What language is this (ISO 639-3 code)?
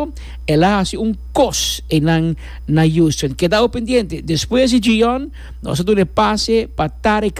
pap